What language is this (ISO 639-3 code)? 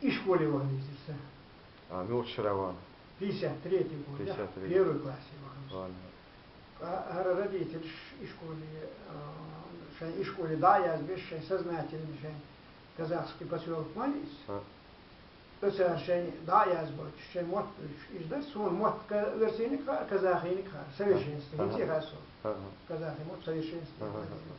che